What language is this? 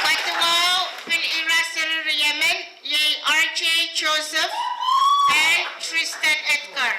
Pohnpeian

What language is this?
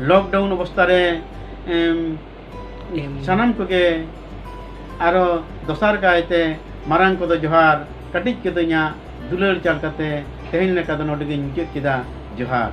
Santali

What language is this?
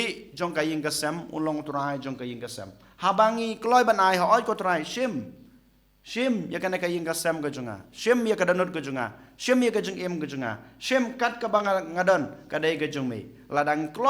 Khasi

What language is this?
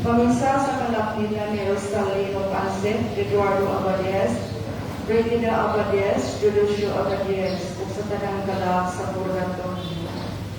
Cebuano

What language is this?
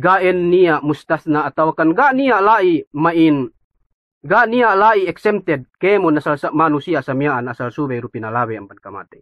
Yakan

